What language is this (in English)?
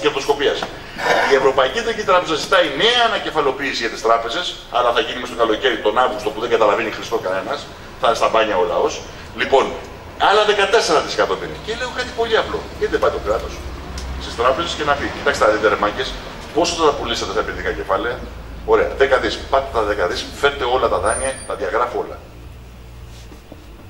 Greek